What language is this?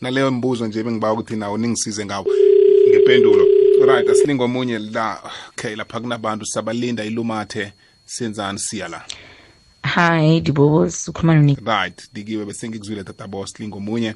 South Ndebele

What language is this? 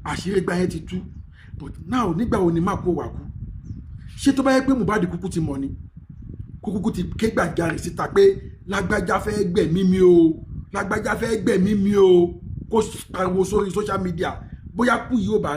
Yoruba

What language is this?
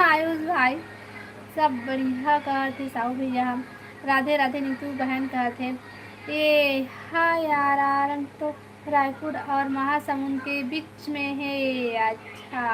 Chhattisgarhi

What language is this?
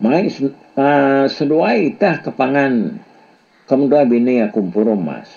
Iban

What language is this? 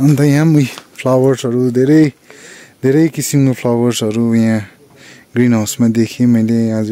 Nepali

